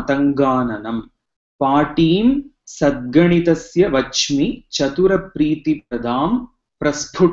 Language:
Sanskrit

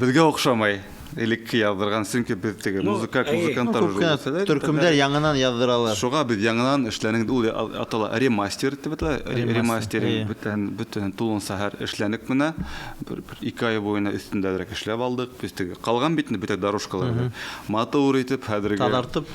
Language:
Bashkir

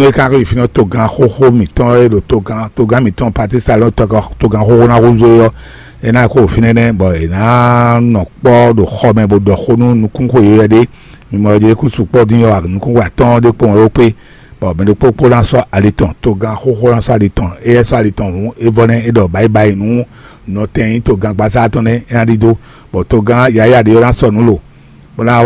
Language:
Fon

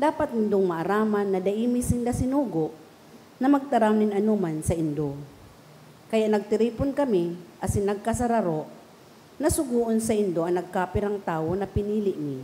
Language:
Bikol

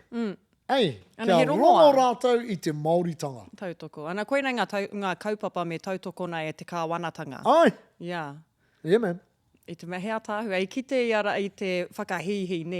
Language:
Māori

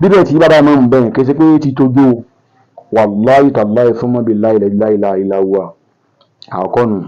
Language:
Yoruba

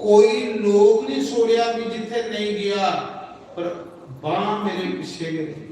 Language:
Dogri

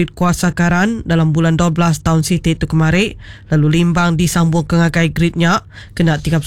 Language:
Iban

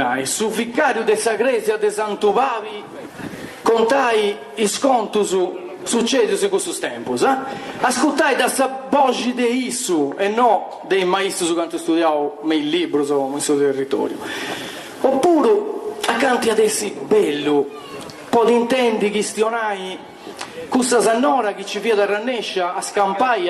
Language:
Sardinian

